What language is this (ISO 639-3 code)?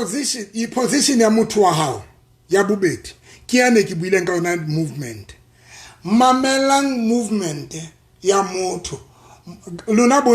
sot